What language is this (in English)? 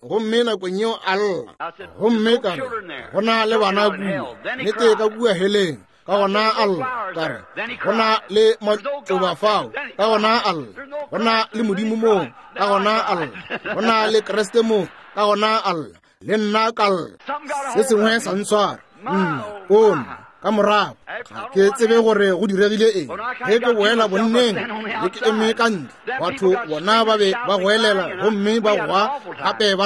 Northern Sotho